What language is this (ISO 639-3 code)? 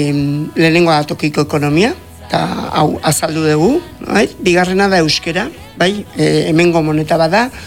eus